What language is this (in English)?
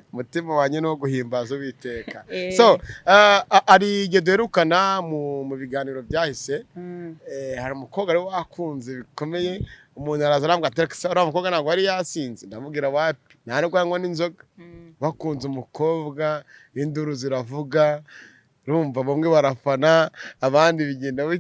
Kinyarwanda